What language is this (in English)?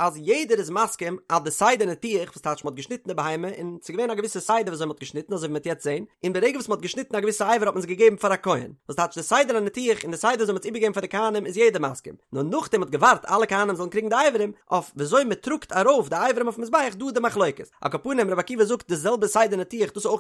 Yiddish